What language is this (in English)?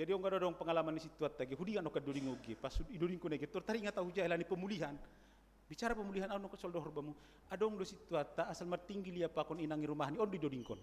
Batak Simalungun